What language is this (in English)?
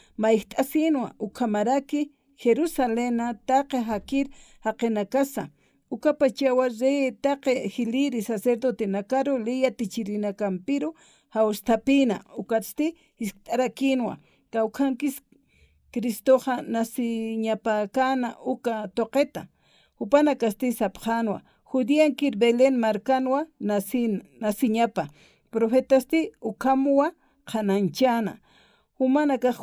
Aymara